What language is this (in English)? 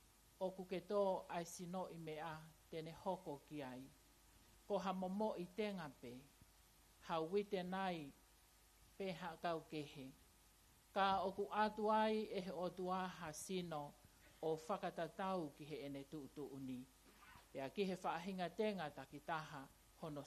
Tongan